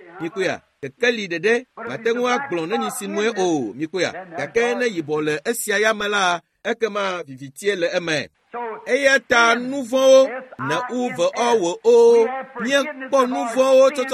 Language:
Ewe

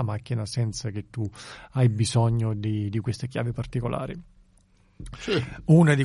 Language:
Italian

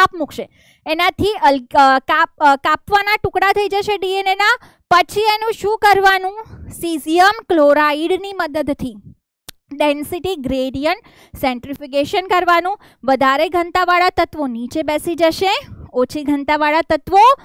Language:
Gujarati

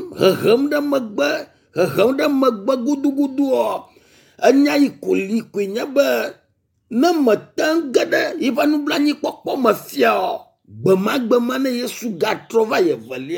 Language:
Ewe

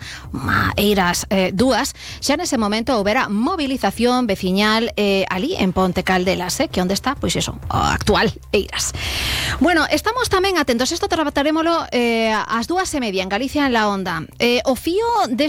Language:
Galician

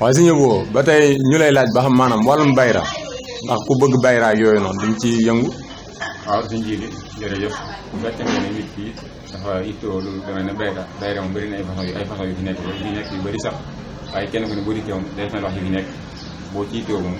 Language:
Wolof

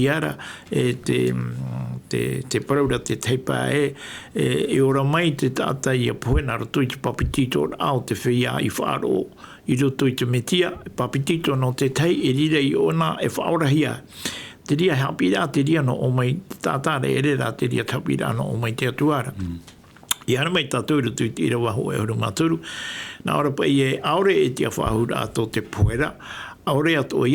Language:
Tahitian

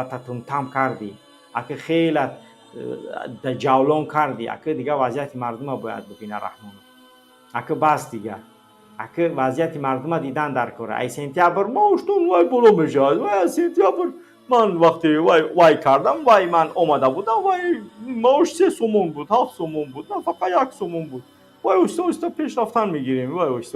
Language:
Tajik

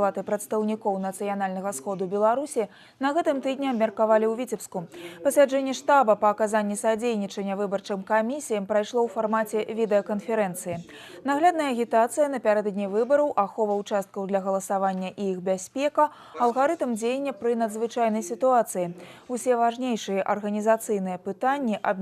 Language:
Belarusian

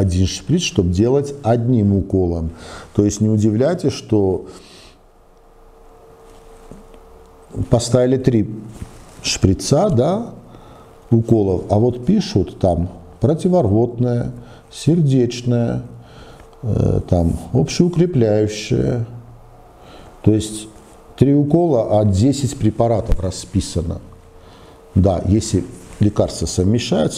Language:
Russian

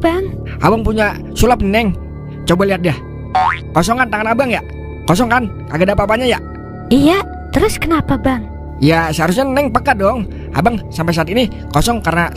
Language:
Betawi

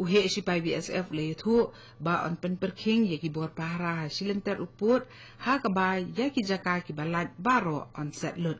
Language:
Khasi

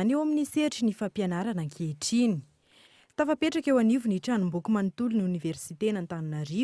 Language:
Malagasy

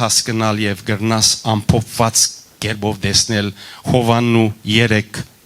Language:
Western Armenian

